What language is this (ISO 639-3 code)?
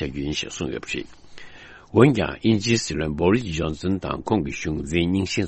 bod